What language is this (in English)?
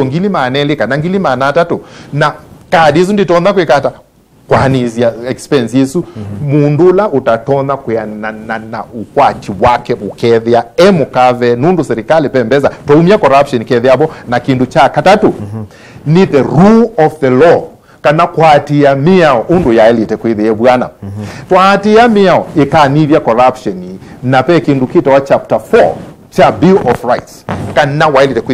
Kamba